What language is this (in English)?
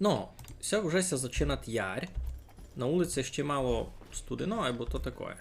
Rusyn